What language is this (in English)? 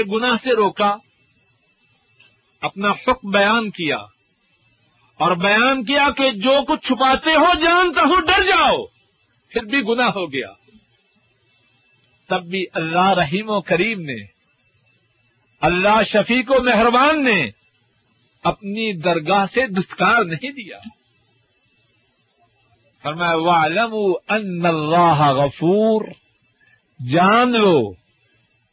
Urdu